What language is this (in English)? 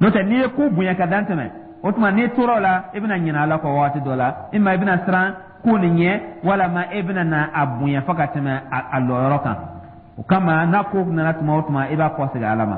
Dyula